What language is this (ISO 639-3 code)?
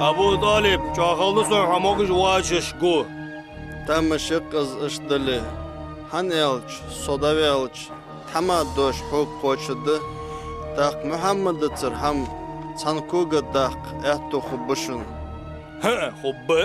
inh